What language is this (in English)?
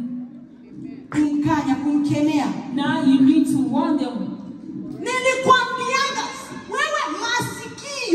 Swahili